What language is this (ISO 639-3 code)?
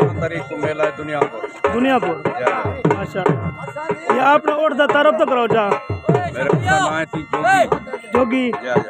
skr